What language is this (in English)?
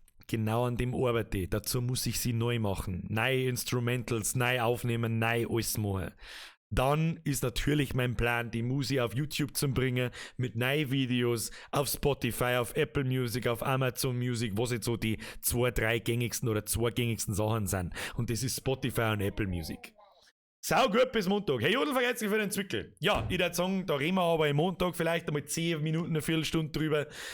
Bavarian